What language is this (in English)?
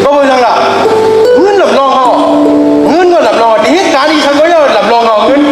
Shan